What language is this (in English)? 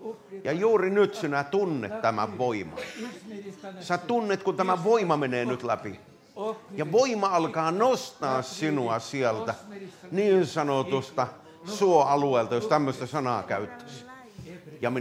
Finnish